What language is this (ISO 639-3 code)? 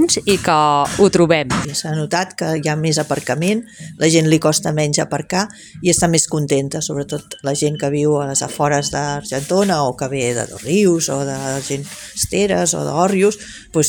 cat